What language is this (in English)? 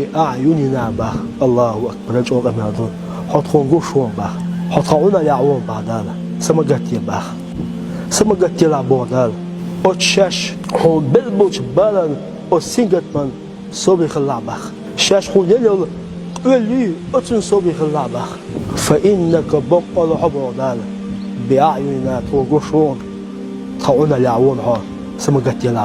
Chechen